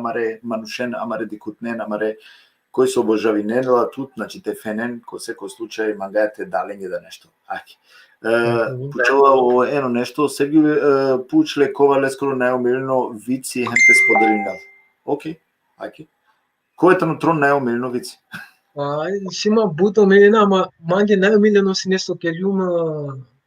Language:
Balkan Romani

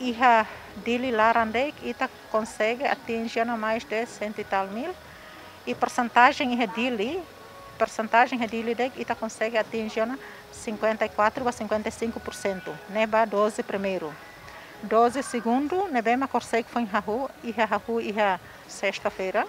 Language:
Tetum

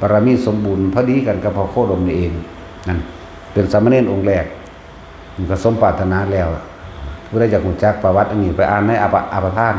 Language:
Lao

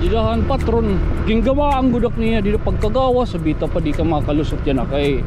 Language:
Waray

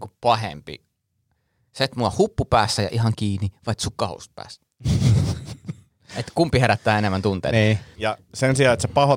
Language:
Finnish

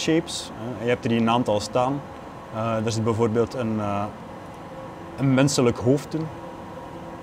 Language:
Dutch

